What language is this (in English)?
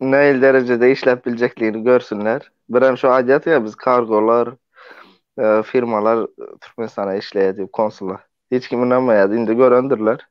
Turkmen